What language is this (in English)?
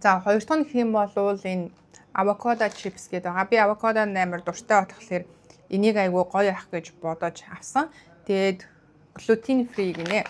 Mongolian